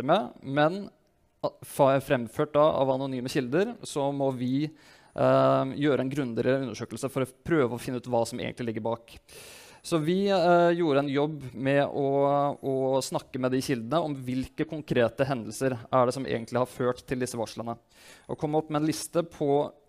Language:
Norwegian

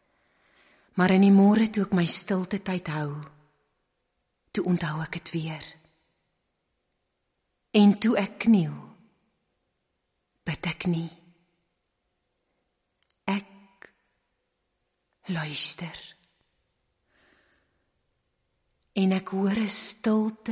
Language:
Afrikaans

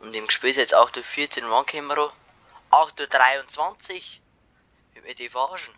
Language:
Bavarian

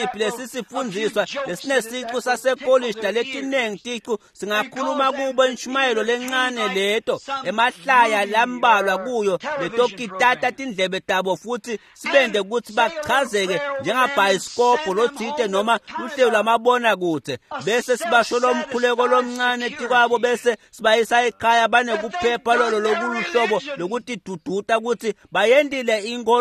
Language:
Swati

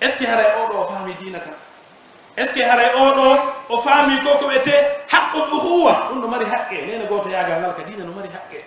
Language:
Pular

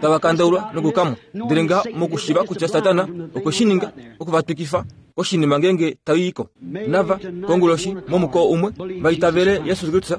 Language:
Kuanyama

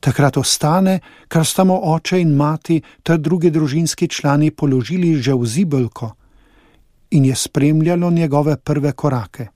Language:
Slovenian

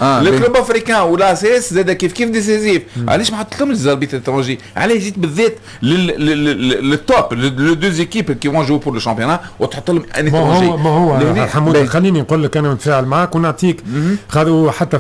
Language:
Tunisian Arabic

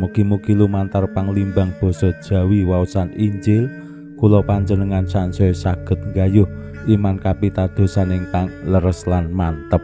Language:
Javanese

